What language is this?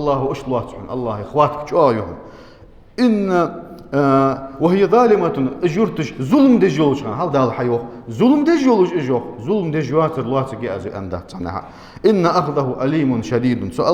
Ingush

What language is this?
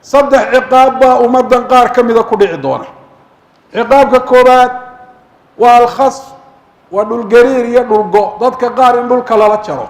Somali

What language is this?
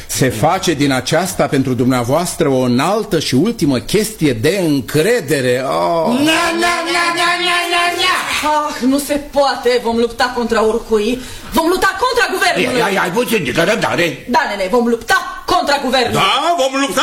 Romanian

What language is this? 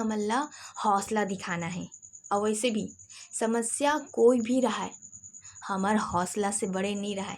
Chhattisgarhi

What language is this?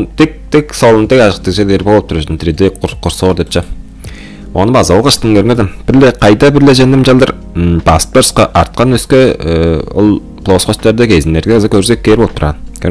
Tuvinian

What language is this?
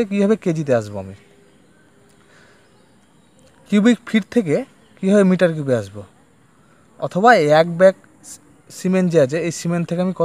Bangla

